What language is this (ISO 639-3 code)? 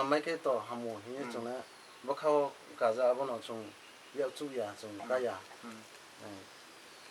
trp